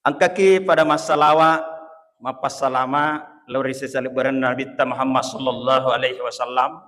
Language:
Buginese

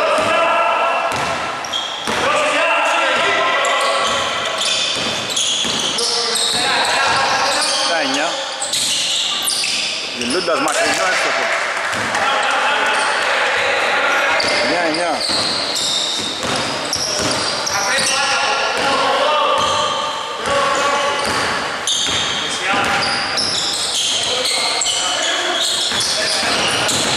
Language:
Greek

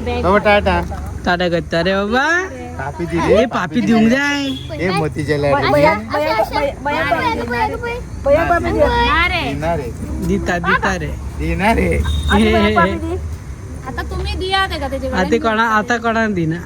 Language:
Konkani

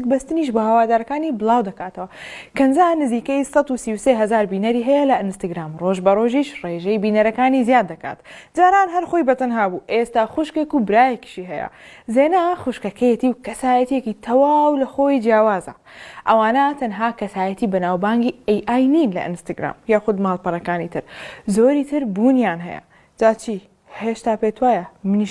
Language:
Central Kurdish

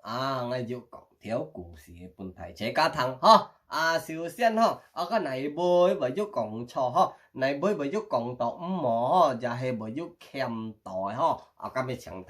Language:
Hakka Chinese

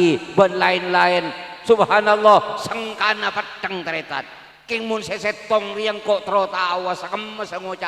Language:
Madurese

